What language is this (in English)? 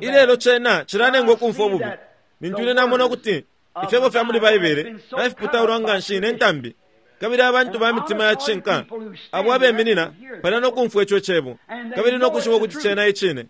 Bemba